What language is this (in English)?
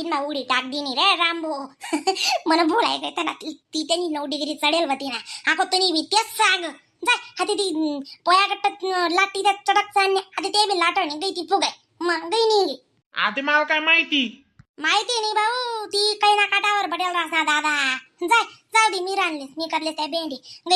Khandesi